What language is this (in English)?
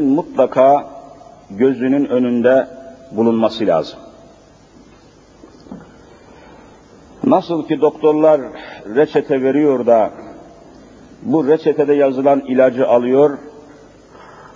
Turkish